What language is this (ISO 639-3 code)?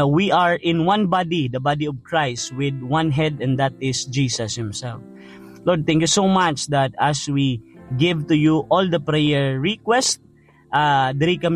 hil